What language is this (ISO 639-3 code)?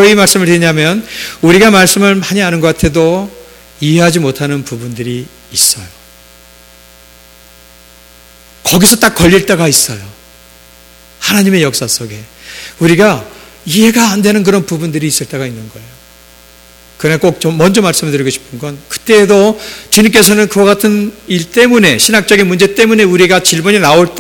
kor